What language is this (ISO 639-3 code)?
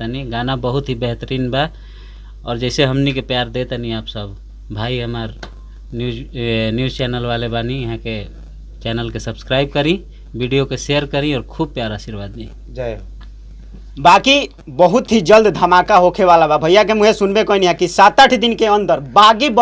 bho